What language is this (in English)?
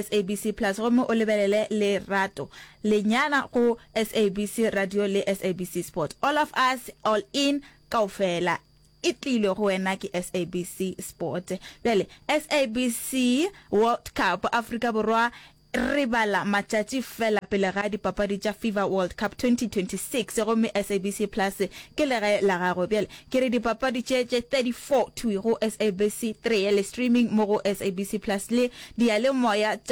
Northern Sotho